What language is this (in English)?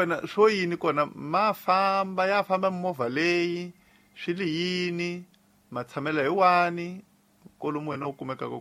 Tsonga